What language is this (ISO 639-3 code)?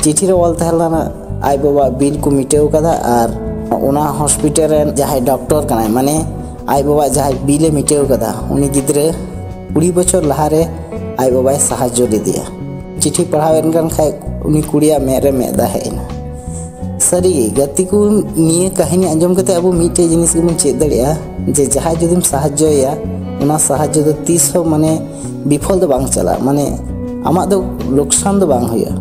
sat